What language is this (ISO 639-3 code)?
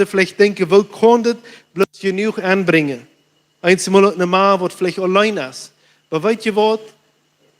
pdt